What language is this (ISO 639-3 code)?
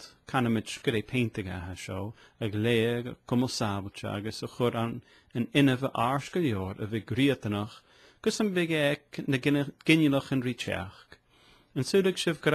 gla